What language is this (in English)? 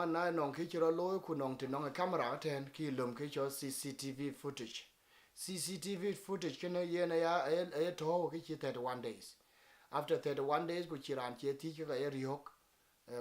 Dinka